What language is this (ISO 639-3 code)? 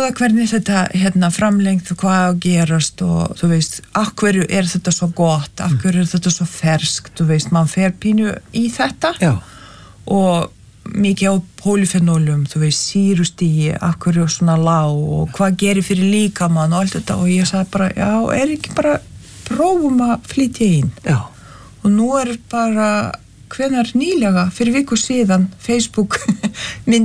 isl